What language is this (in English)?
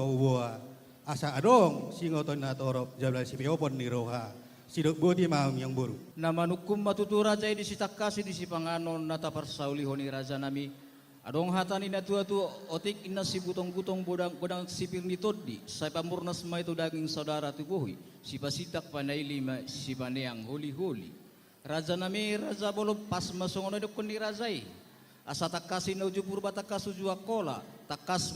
Batak Toba